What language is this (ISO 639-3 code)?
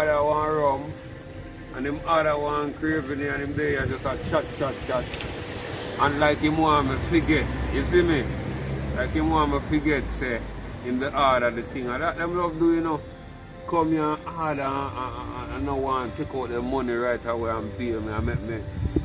jam